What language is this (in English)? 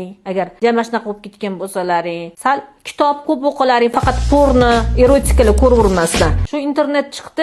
Uzbek